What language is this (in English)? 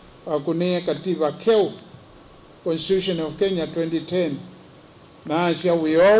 Kamba